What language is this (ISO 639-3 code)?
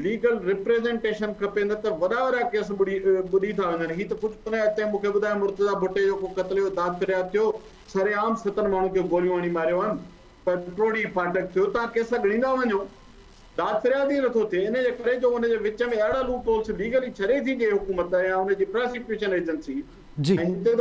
snd